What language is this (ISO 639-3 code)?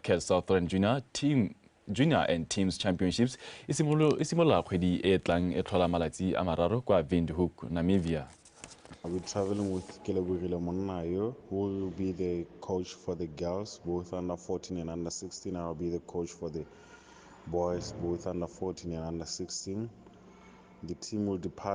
tsn